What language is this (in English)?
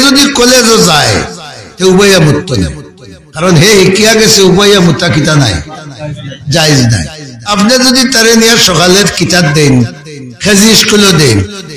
Sylheti